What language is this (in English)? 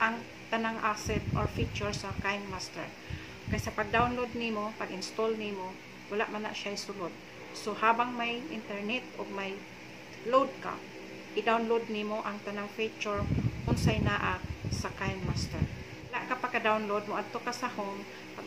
Cebuano